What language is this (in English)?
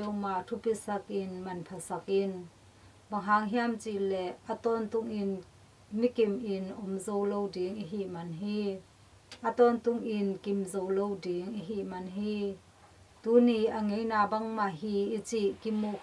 Tedim Chin